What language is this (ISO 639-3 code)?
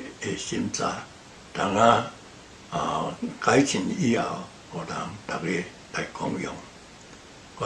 nan